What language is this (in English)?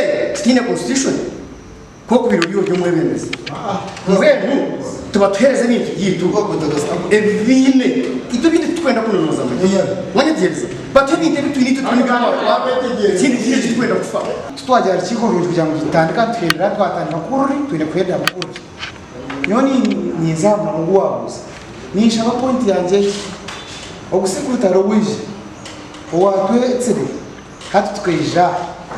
Nyankole